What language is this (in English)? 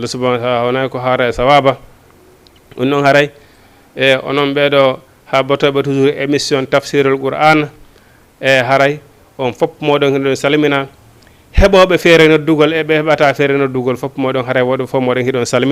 Fula